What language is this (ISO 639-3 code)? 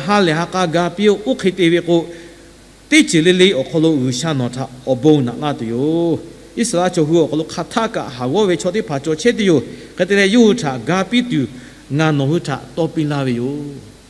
lhu